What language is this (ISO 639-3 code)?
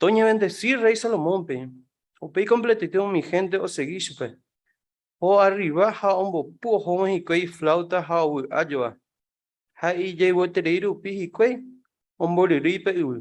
grn